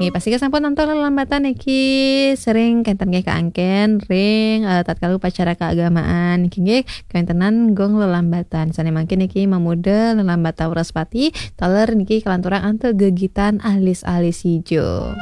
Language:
Balinese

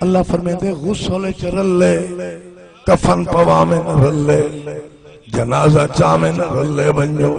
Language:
Saraiki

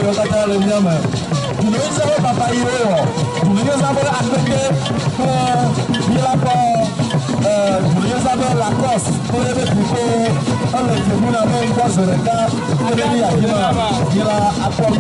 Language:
Ewe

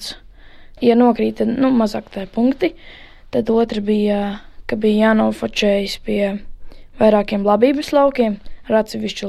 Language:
Latvian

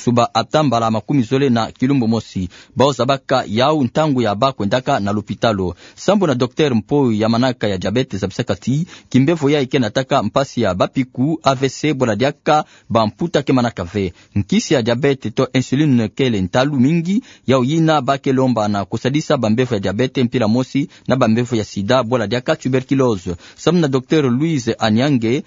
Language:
Kituba (Democratic Republic of Congo)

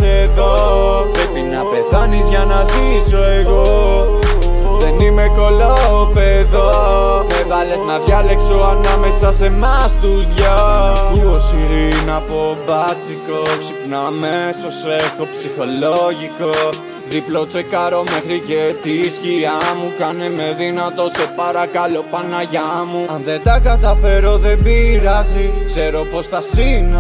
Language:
Greek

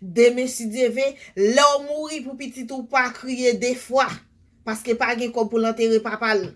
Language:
Haitian Creole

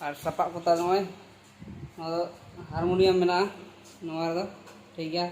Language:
Santali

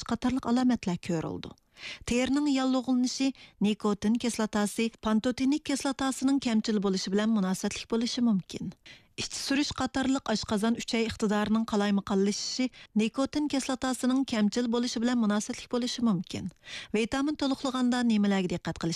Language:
Uyghur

